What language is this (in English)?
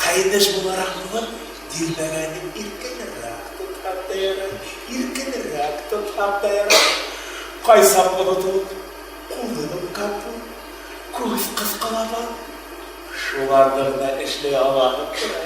Bashkir